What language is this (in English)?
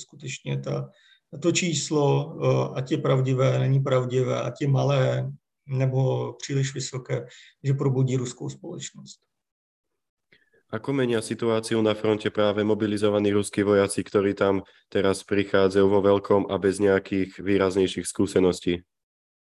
Czech